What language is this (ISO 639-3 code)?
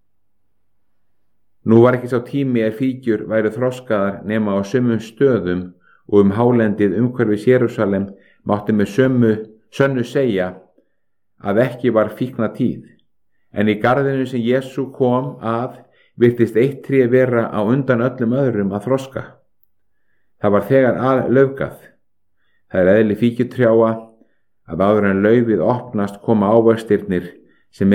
isl